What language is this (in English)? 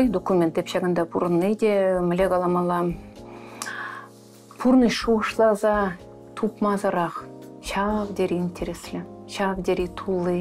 Chuvash